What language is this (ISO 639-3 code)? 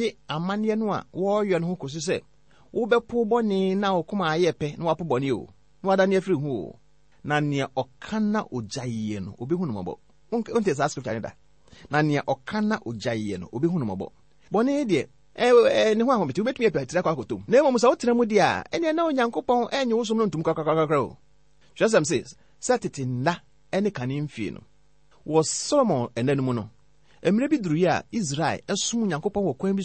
aka